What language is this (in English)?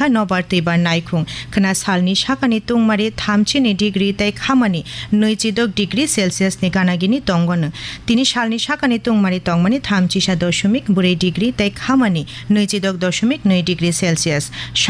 Kok Borok